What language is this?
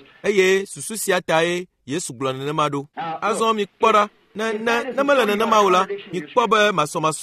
Ewe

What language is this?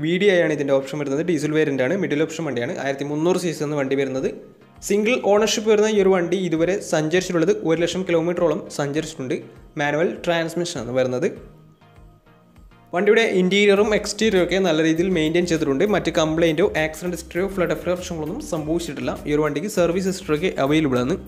Malayalam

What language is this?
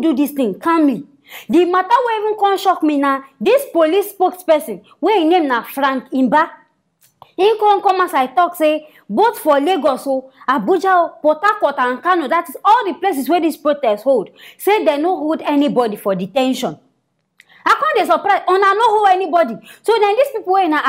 Nigerian Pidgin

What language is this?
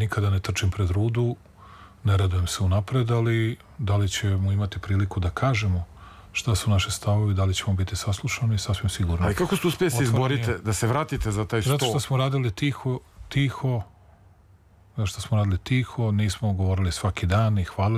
Serbian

